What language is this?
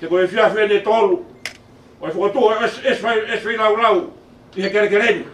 Tongan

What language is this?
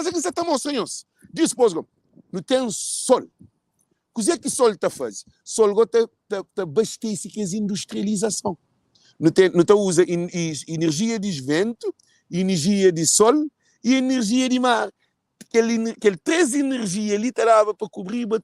Kabuverdianu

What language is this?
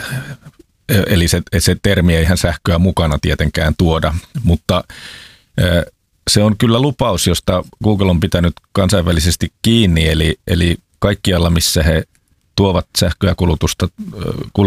Finnish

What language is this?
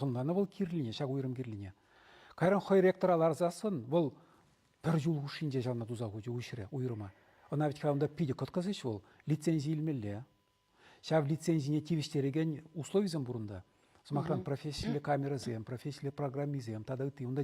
Chuvash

